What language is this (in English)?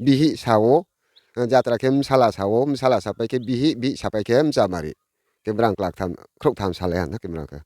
Riang (India)